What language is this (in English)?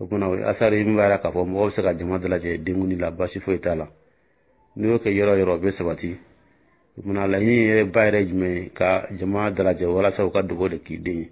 Dyula